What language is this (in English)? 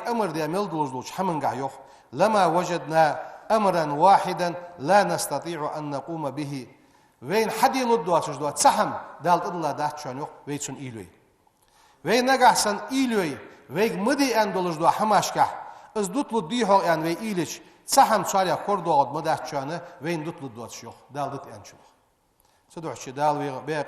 Ingush